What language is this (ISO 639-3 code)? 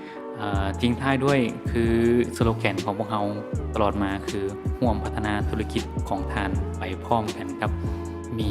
lao